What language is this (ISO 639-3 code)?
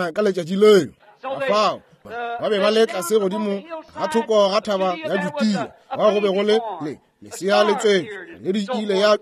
nso